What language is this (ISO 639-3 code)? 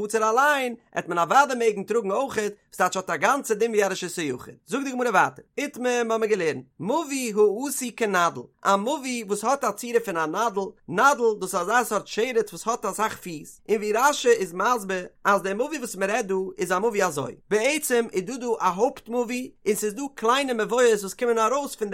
yid